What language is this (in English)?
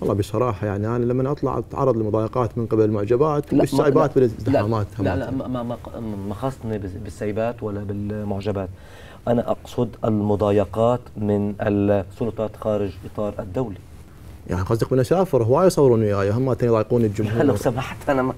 Mesopotamian Arabic